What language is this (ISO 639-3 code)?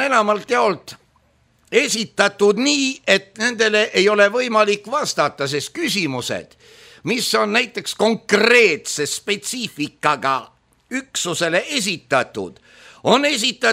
est